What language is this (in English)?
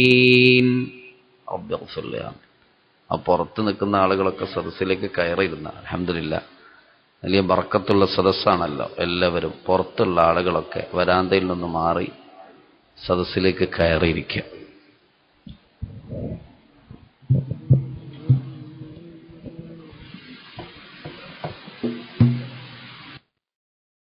Malayalam